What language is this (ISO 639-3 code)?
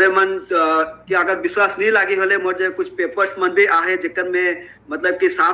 sck